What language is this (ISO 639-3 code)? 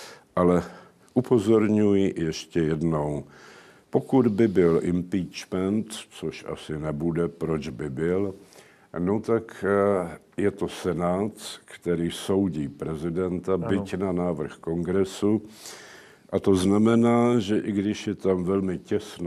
ces